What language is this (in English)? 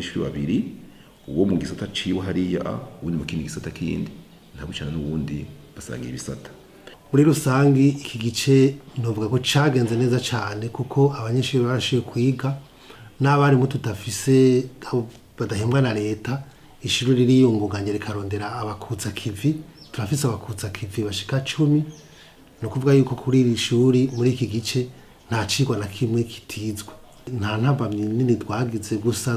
Rundi